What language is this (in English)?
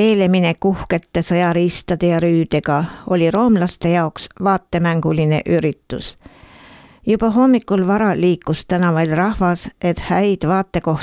Estonian